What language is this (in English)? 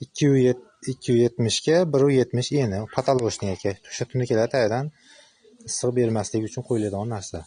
Uzbek